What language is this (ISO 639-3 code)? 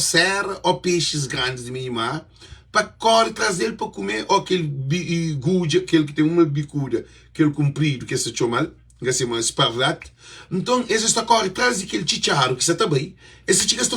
kea